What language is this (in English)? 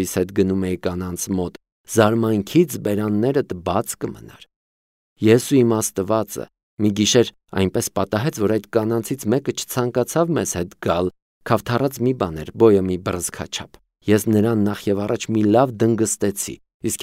Armenian